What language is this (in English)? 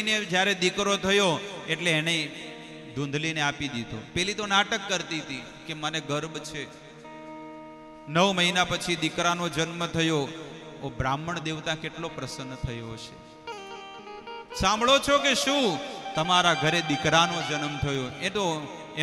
Gujarati